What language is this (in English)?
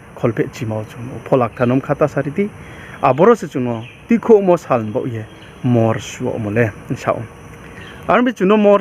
Riang (India)